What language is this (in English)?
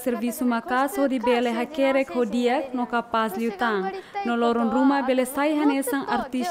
Tetum